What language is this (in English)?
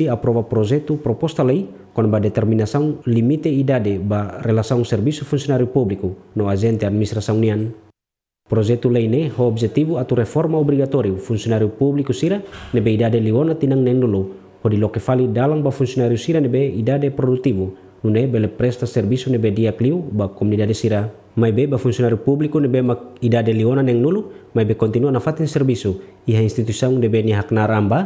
Tetum